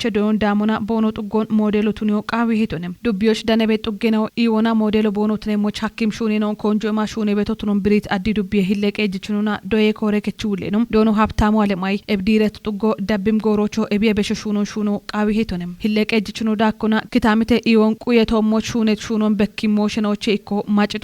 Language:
Kafa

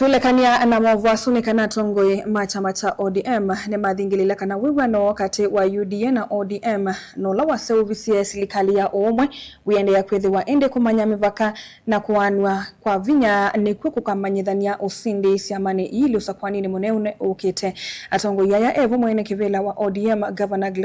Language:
Kamba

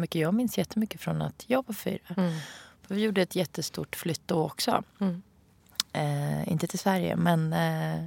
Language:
Swedish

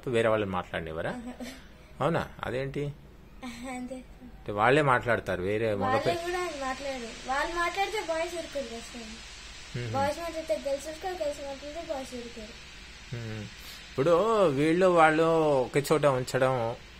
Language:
Telugu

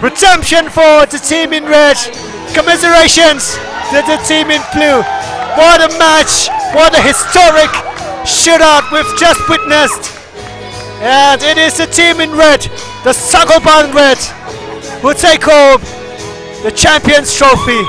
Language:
Tangkhul Naga (India)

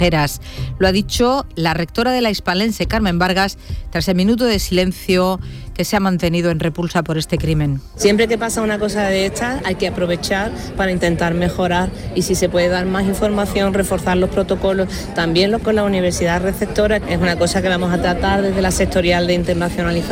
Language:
Spanish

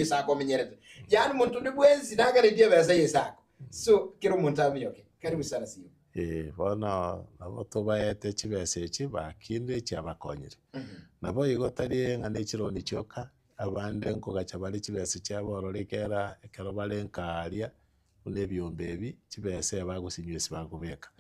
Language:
Gusii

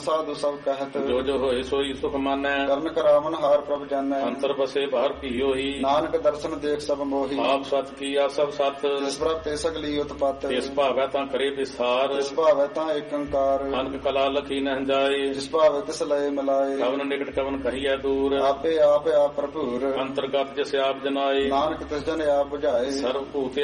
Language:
Punjabi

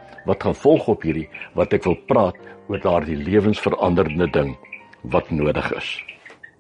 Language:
Afrikaans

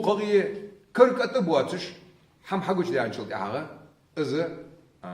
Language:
Ingush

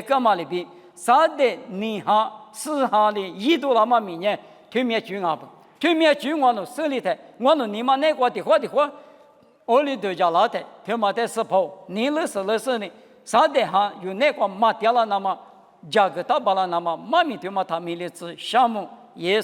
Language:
Lisu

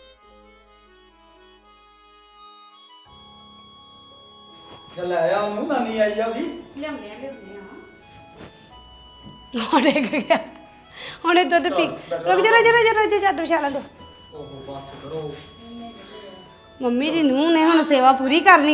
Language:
Punjabi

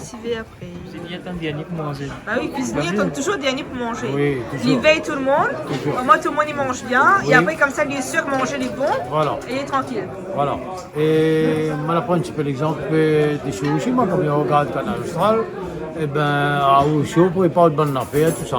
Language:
Réunion Creole French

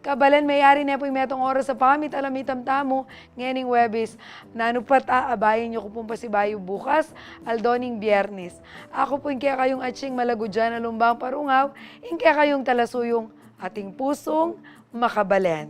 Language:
Pampanga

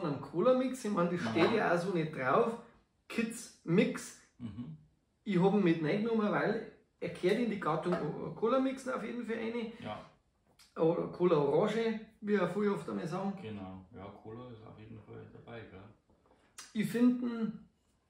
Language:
Bavarian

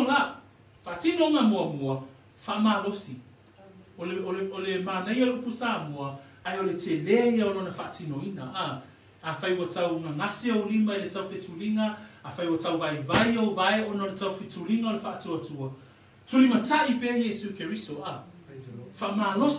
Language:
Samoan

